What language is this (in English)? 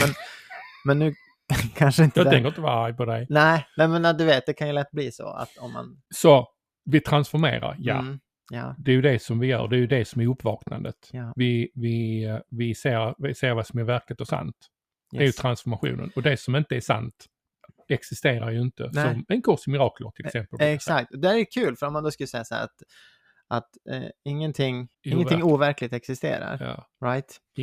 Swedish